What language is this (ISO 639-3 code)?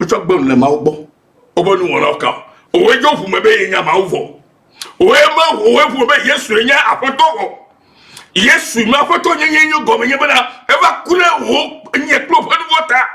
ewe